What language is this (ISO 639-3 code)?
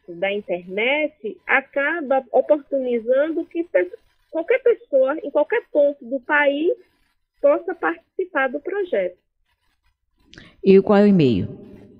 por